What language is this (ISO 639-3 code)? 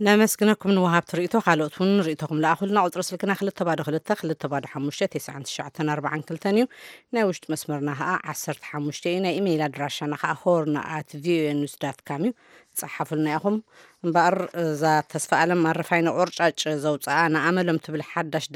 tir